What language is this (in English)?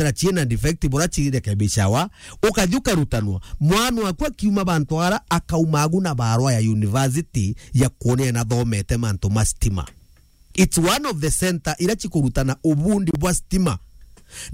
Meru